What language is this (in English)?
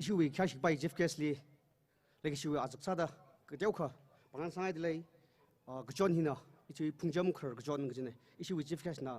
Tangkhul Naga (India)